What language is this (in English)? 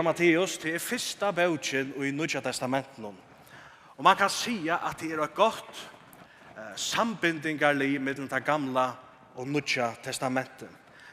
Faroese